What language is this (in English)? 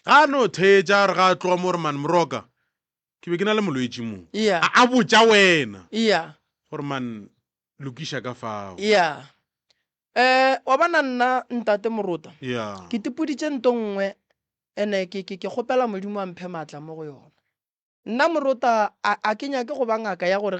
Northern Sotho